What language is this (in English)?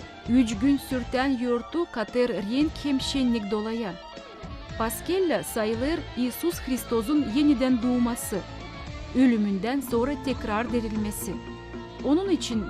Gagauz